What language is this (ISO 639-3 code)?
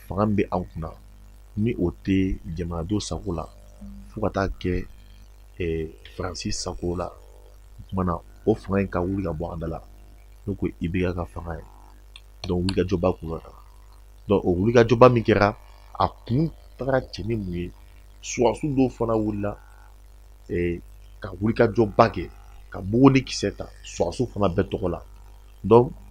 bam